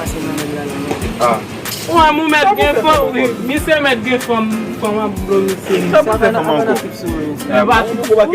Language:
Haitian Creole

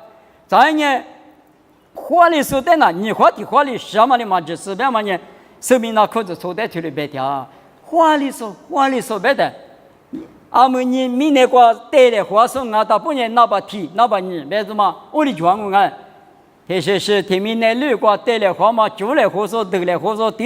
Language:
Lisu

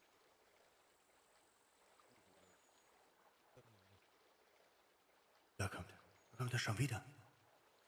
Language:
German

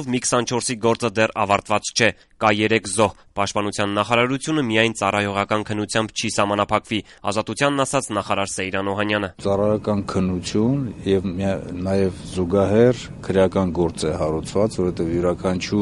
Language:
Armenian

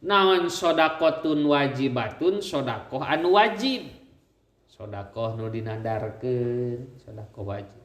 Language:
Sundanese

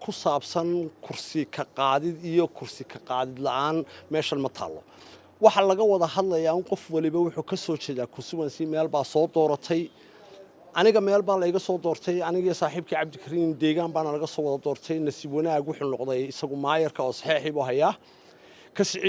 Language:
Somali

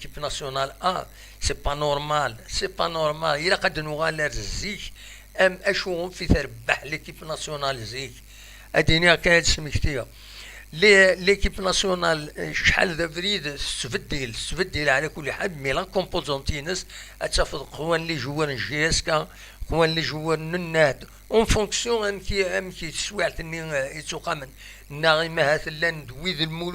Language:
Kabyle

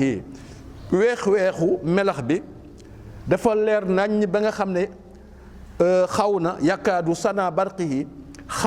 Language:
Wolof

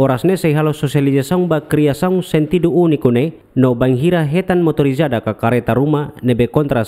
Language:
Tetum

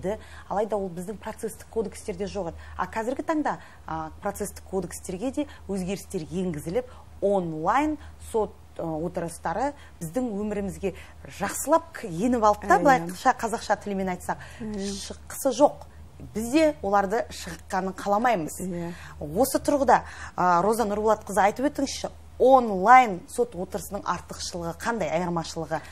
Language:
Kazakh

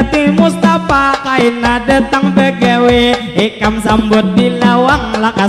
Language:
Banjar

